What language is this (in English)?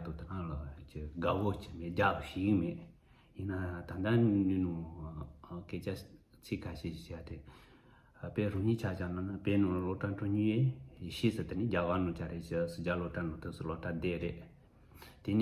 Tibetan